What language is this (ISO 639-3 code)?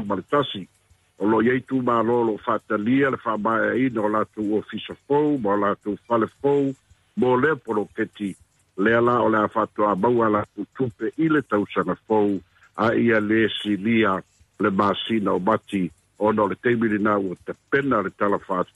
smo